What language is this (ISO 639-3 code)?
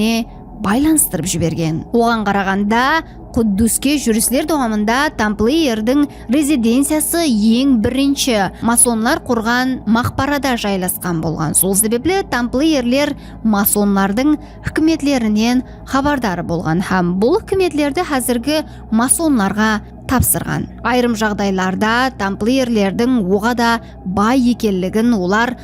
kaa